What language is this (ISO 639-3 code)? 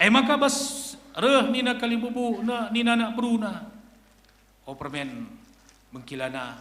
btx